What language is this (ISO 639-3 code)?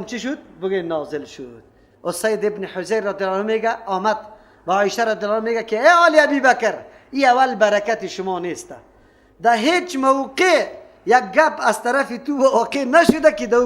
fas